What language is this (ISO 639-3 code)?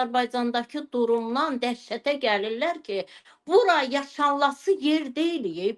aze